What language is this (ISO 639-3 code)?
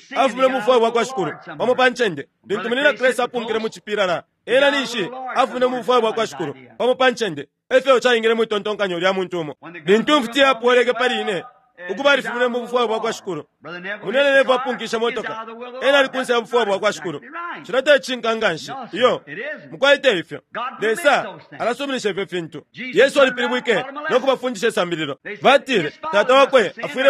bem